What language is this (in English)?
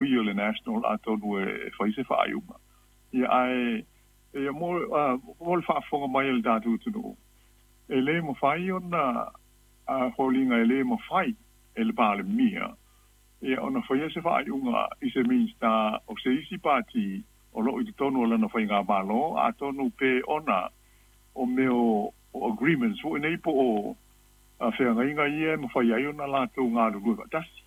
Samoan